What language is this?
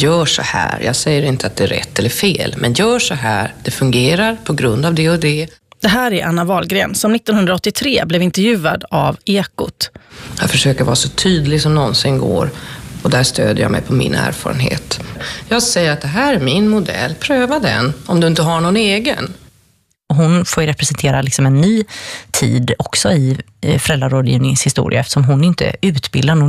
Swedish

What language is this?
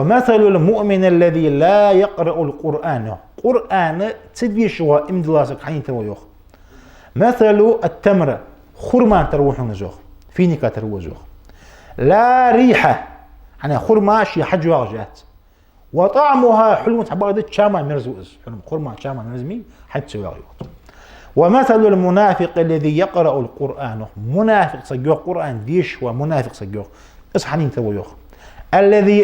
Ingush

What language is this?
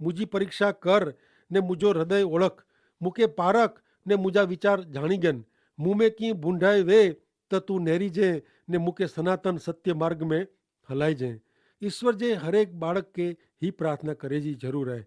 Kachhi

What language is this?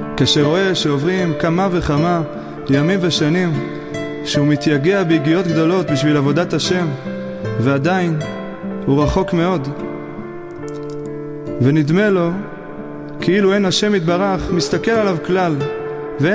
Hebrew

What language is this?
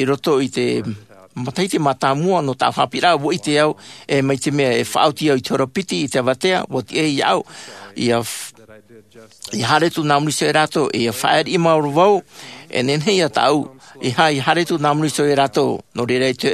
Tahitian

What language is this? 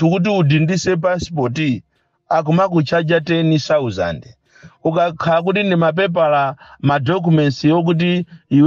Nyanja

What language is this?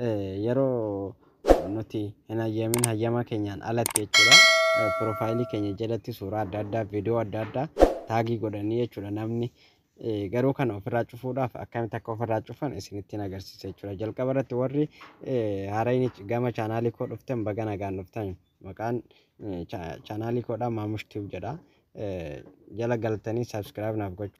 Oromo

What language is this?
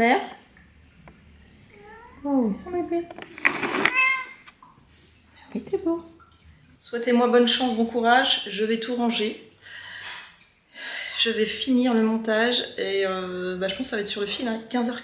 French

